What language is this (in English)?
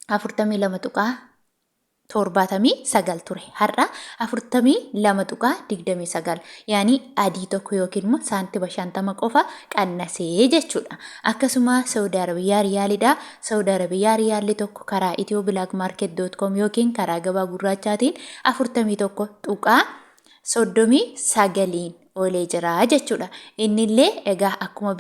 Oromo